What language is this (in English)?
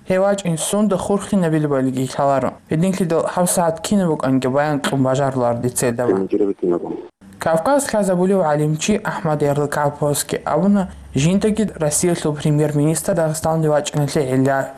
Avaric